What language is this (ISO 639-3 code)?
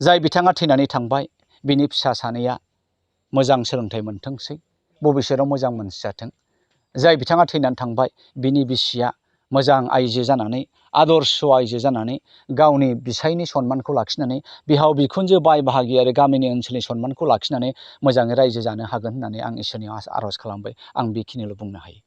brx